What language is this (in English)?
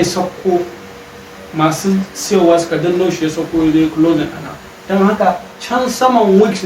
Hausa